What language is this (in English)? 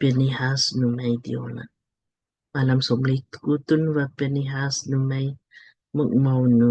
Lamkang